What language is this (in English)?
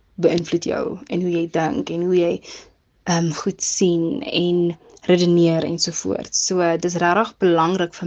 Afrikaans